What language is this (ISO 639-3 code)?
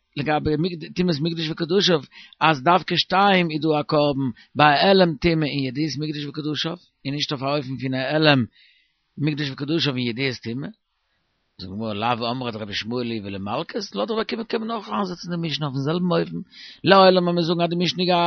yid